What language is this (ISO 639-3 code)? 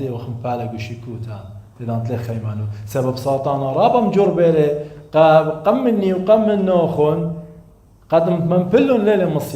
aii